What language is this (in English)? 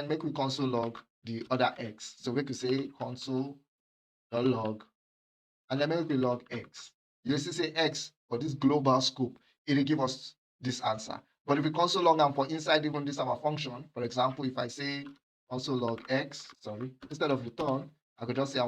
Nigerian Pidgin